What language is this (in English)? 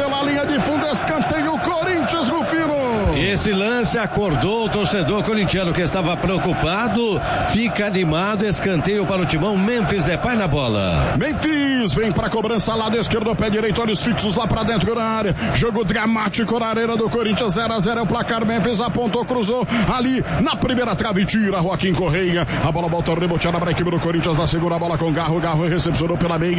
Portuguese